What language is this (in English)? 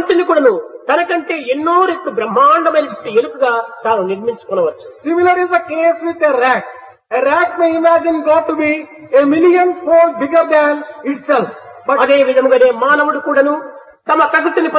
Telugu